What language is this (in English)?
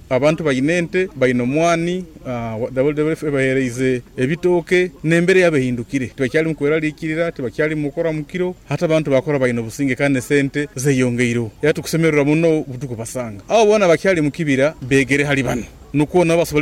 Nyoro